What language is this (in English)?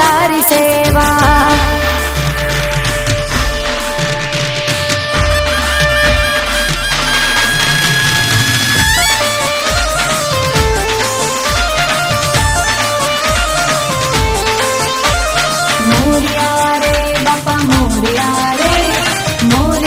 Marathi